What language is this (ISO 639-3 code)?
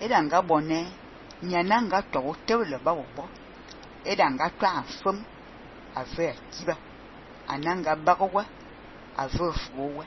fan